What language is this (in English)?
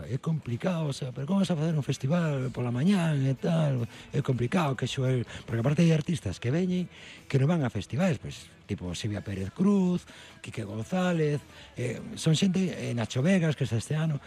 Galician